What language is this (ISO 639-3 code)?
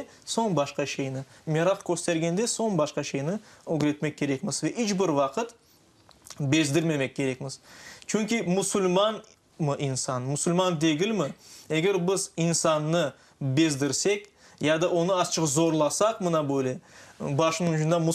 crh